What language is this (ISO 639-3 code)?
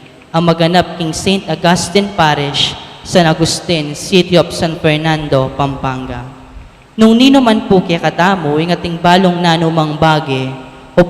pam